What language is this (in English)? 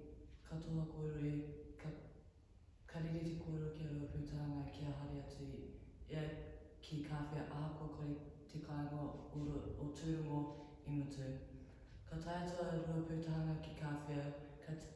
Māori